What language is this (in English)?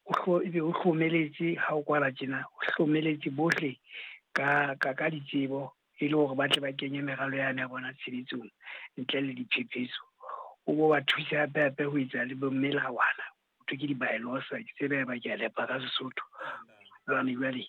Southern Sotho